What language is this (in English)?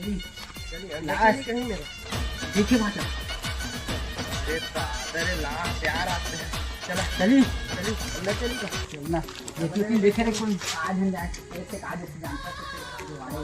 Chhattisgarhi